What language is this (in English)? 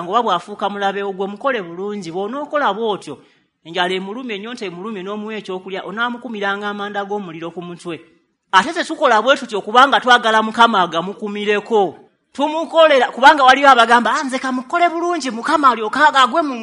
Ganda